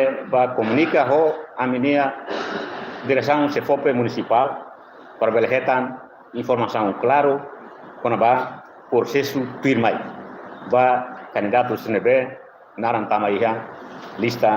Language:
Tetum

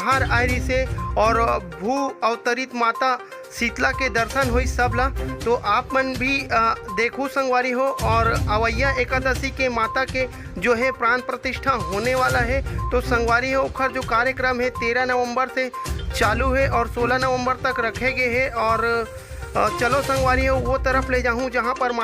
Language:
Chhattisgarhi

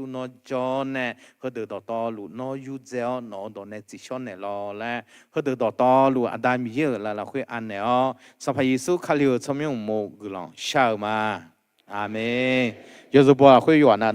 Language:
Akha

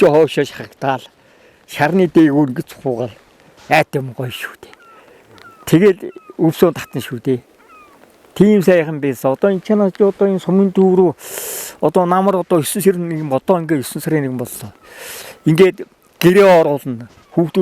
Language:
Mongolian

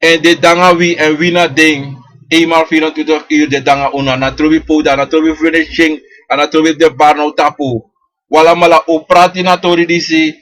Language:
Sranan Tongo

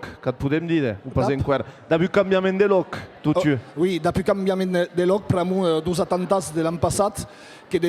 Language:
Occitan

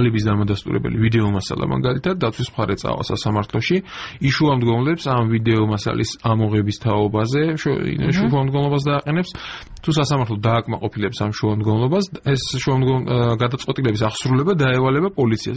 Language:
Georgian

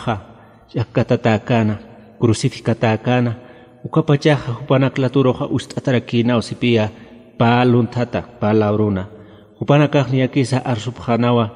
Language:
Aymara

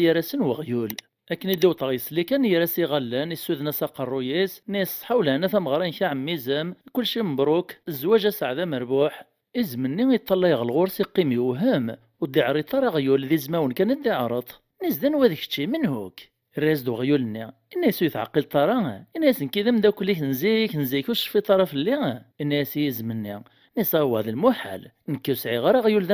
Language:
Kabyle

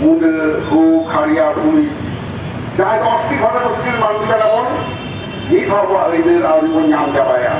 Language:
Santali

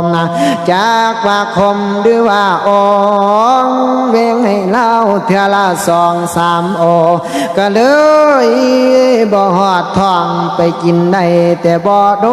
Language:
Northeastern Thai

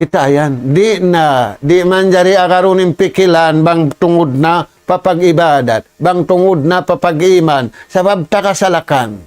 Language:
Tausug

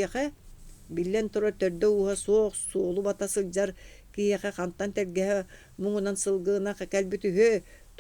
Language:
Yakut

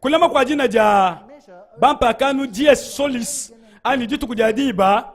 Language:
Luba-Lulua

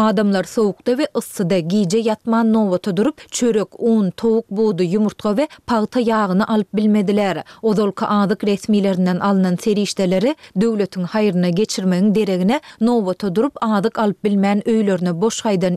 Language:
Turkmen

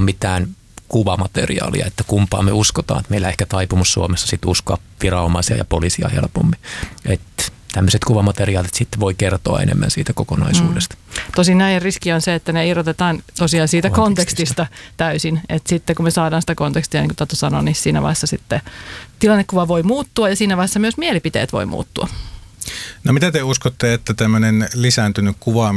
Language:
Finnish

